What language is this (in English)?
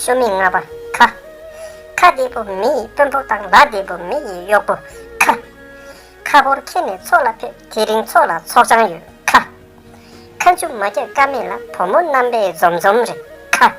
Tibetan